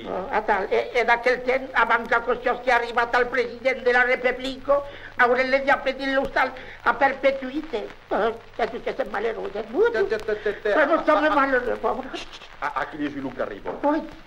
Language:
Occitan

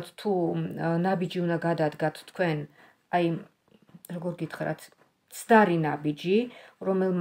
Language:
Georgian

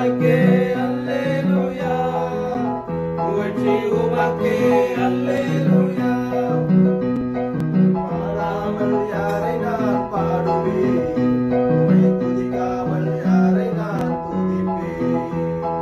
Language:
Tamil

